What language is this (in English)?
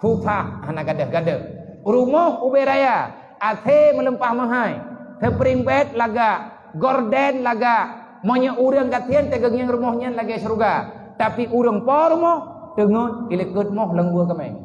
Achinese